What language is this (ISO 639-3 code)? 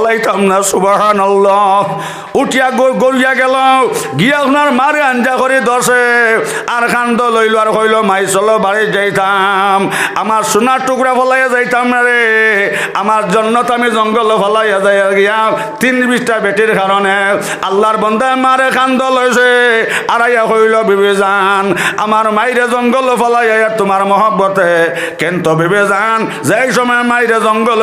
syl